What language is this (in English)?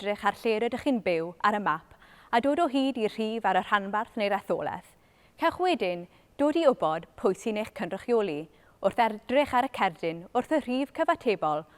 Welsh